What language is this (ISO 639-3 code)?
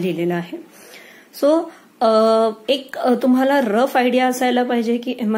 mar